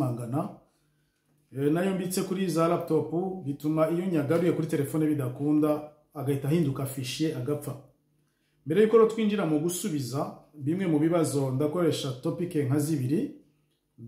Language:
Kinyarwanda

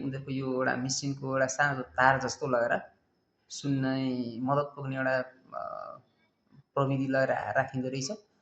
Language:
Nepali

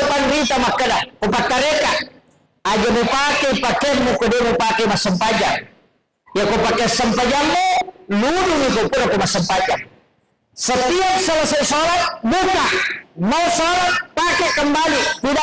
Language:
Buginese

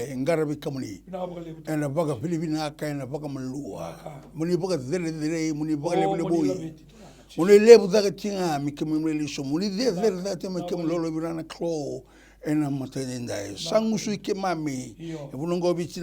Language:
Fijian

